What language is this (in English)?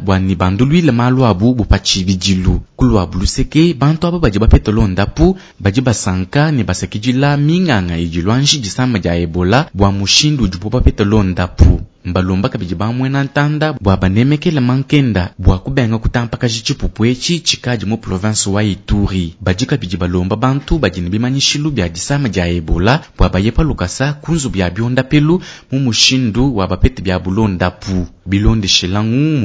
Luba-Lulua